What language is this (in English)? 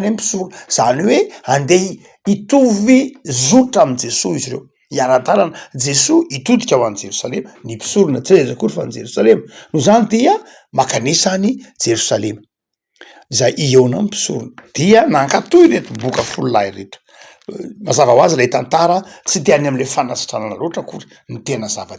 Malagasy